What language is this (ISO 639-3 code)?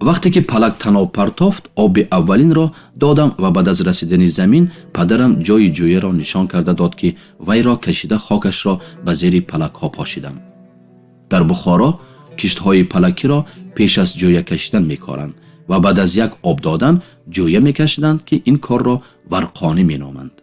tgk